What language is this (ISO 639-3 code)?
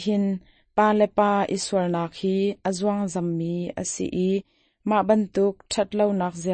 cnh